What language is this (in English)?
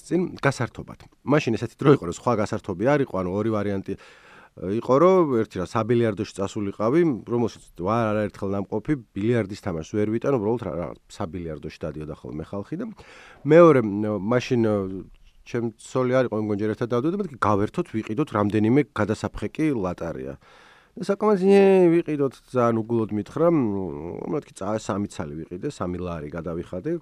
Georgian